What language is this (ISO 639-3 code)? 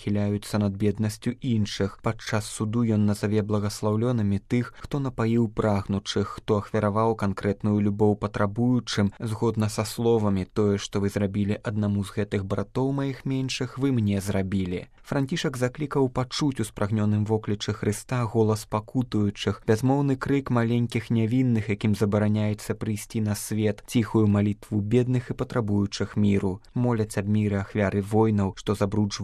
bel